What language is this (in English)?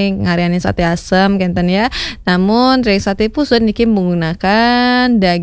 Balinese